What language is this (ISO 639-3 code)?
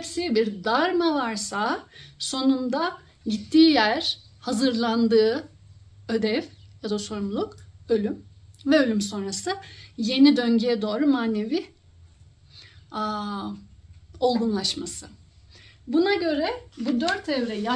tur